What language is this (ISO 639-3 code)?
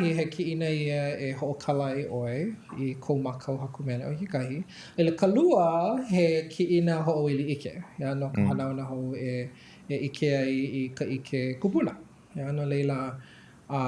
haw